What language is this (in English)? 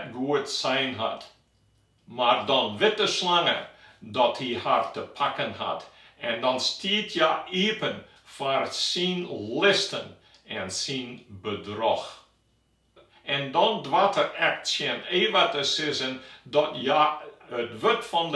Western Frisian